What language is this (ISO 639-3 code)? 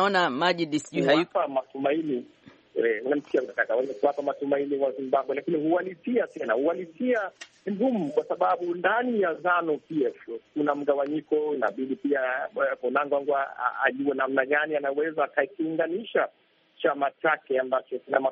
swa